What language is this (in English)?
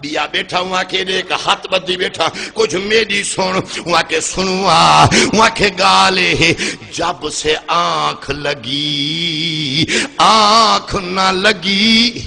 Saraiki